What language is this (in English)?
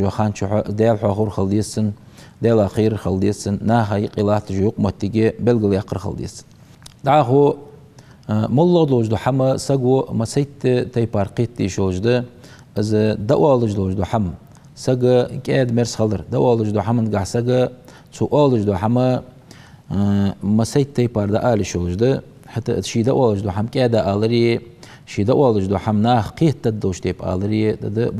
Ingush